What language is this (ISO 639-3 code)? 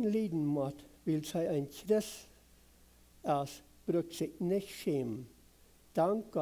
pdt